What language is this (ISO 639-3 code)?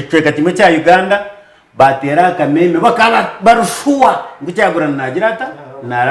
nyn